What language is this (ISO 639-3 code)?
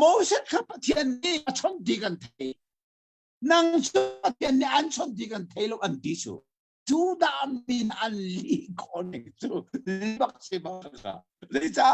cnh